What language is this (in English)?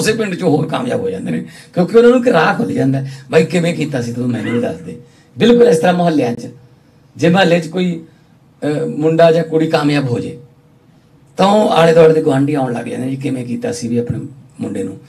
Punjabi